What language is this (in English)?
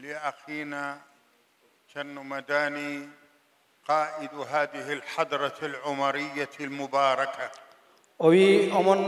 Fula